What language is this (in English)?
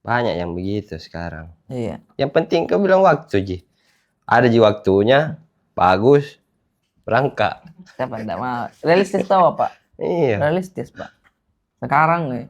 Makassar Malay